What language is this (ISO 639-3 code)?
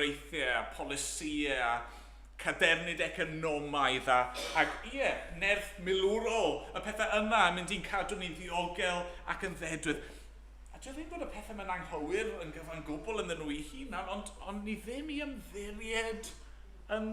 cym